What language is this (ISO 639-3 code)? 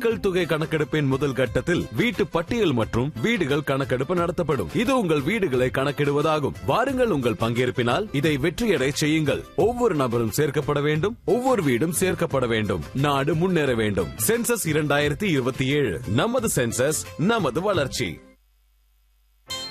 tam